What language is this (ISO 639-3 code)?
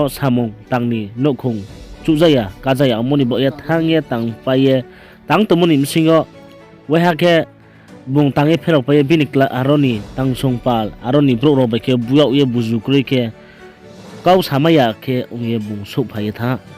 ria